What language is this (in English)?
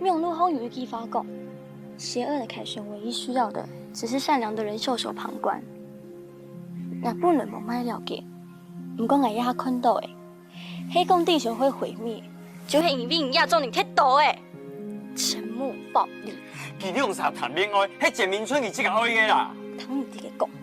Hakka Chinese